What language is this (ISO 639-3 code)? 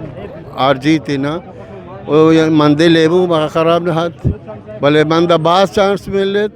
bgp